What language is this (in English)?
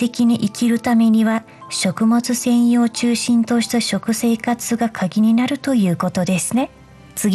Japanese